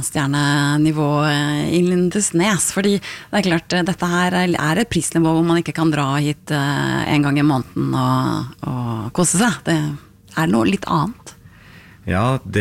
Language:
Norwegian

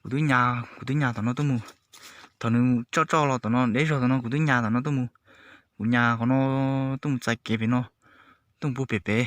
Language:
Hmong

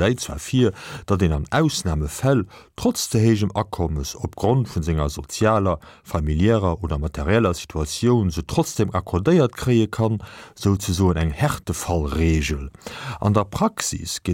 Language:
Luxembourgish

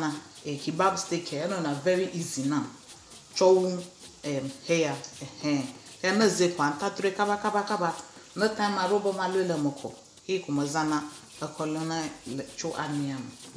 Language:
Ewe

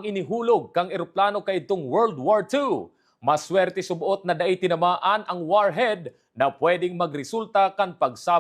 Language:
Bikol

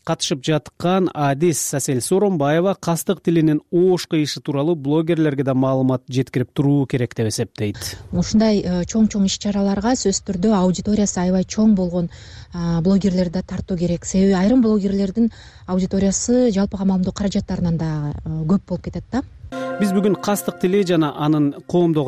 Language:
Kyrgyz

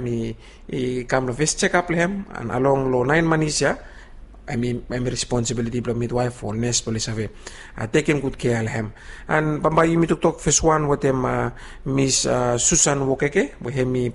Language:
Bislama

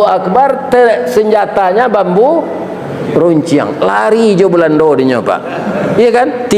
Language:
Minangkabau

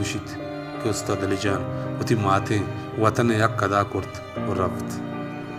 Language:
Baluchi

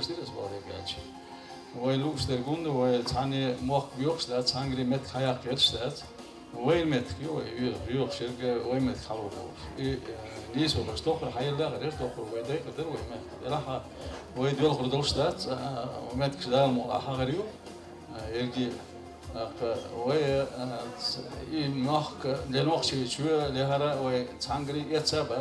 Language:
Chechen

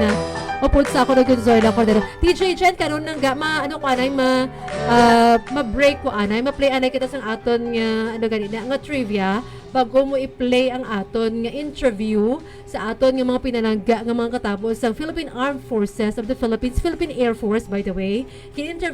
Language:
Hiligaynon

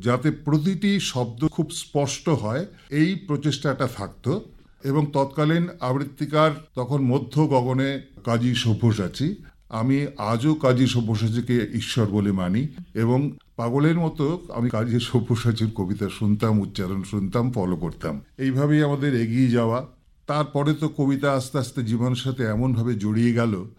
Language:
Bangla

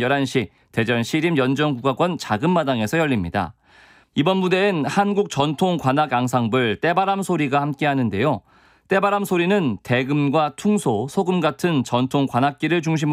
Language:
Korean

